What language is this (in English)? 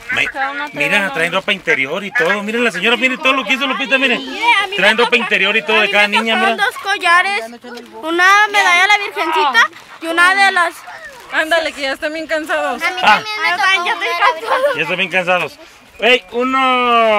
Spanish